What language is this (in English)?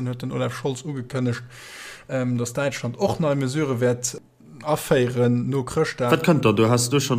Luxembourgish